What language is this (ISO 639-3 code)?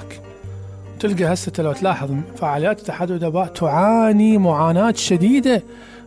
acm